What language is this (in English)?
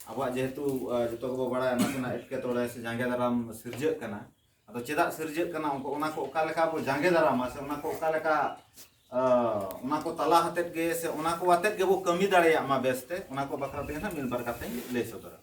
Santali